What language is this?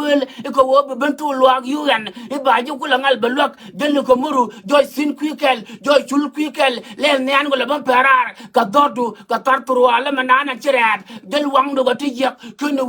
Nuer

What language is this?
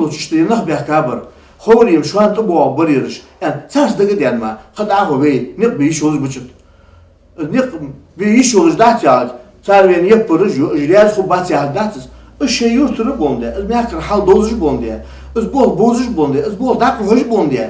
Ingush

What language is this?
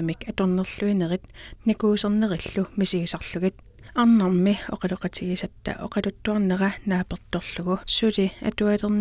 Kalaallisut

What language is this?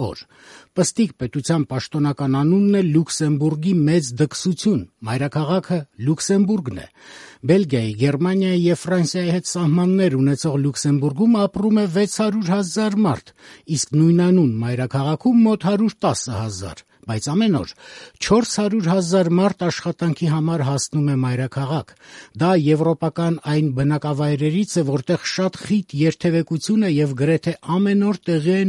Armenian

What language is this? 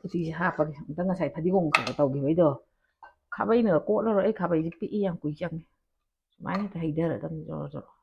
Manipuri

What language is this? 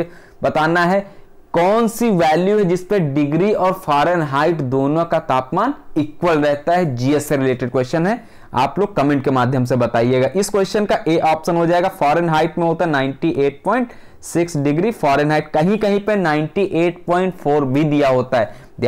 Hindi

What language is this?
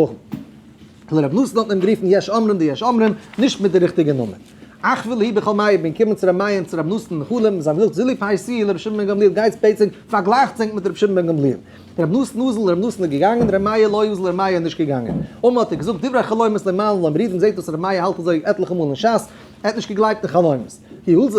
Yiddish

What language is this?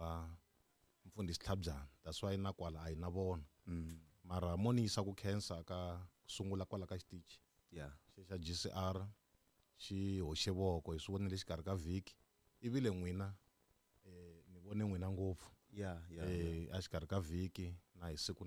Tsonga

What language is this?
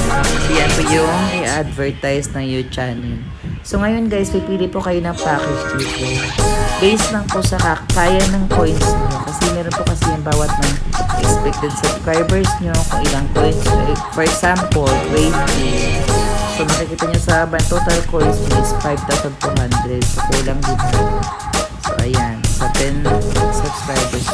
Filipino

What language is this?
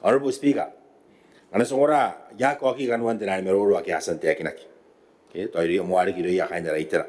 Gilbertese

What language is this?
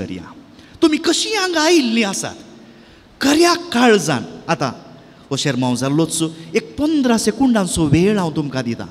Konkani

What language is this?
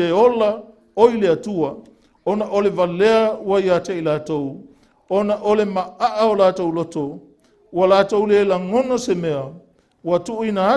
Samoan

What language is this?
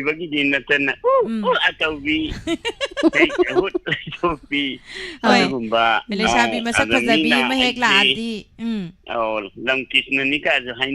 Manipuri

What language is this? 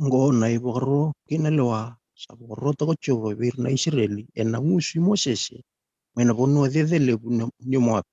Fijian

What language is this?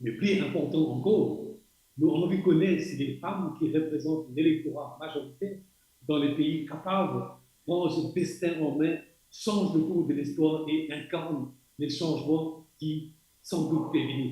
Morisyen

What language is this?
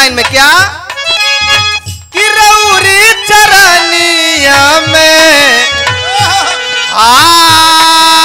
Bhojpuri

